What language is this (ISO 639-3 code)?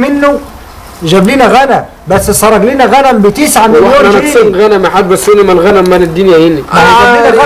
arz